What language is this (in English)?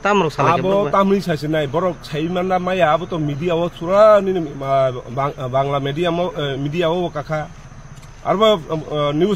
Kok Borok